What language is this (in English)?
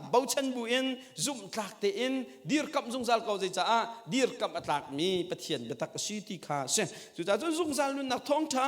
Hakha Chin